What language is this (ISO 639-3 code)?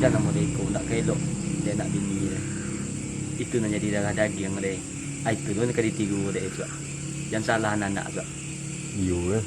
min